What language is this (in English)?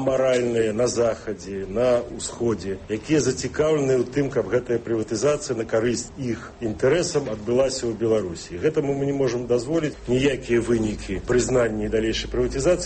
Belarusian